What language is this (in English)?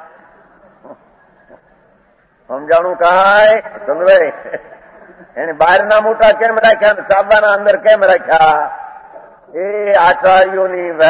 Gujarati